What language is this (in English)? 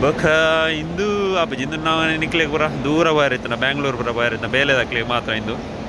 Tulu